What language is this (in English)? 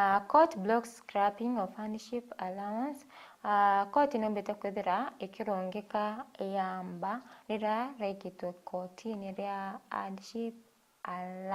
Meru